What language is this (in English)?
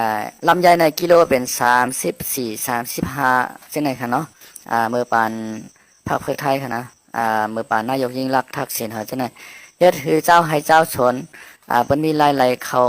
Shan